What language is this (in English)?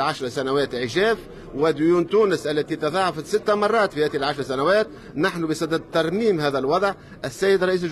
Tunisian Arabic